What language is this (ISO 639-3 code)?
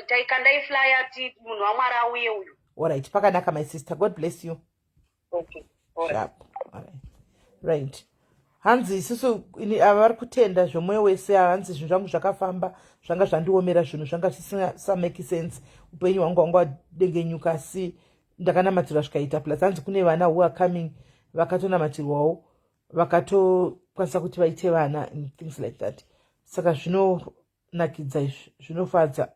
sna